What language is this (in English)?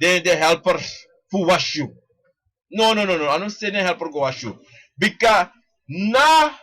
Sranan Tongo